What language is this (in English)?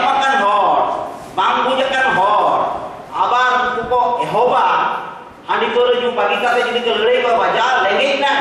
Santali